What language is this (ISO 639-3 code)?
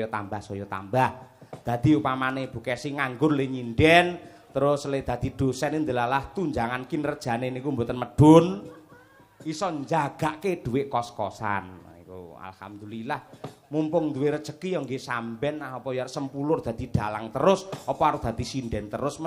jav